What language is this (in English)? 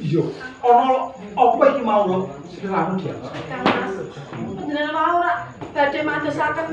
Javanese